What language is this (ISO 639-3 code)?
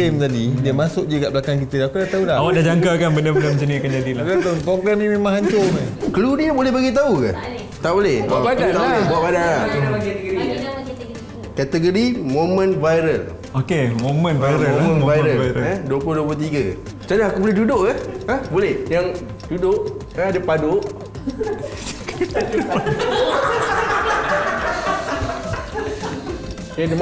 msa